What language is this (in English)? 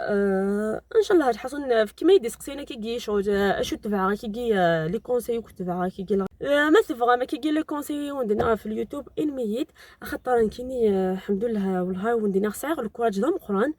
Algerian Arabic